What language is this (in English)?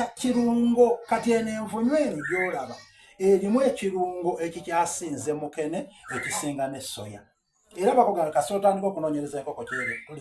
Soga